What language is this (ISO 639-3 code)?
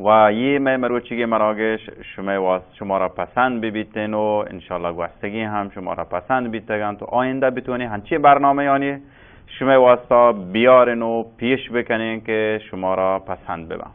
bal